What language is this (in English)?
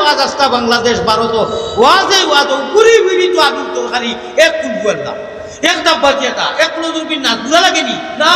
Sylheti